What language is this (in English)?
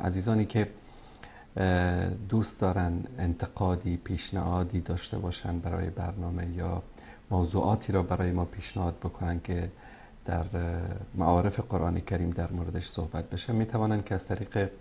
Persian